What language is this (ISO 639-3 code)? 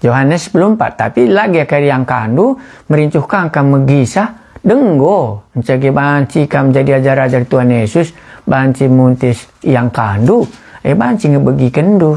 btx